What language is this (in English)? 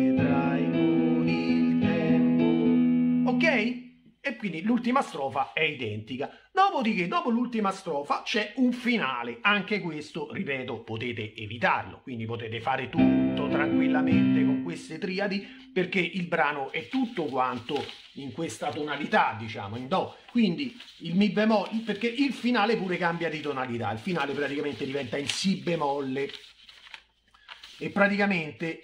Italian